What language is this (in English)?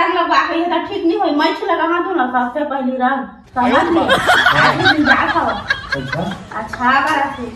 Chhattisgarhi